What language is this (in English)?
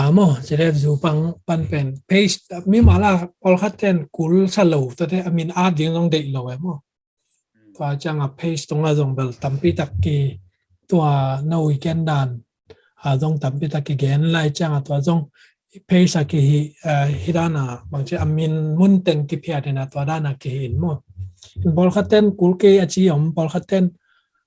Tedim Chin